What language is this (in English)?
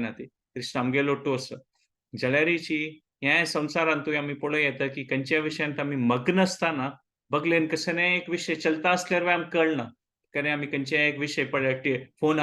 Konkani